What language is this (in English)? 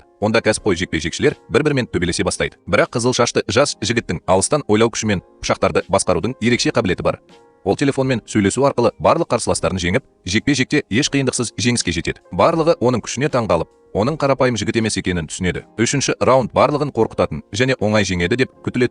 Kazakh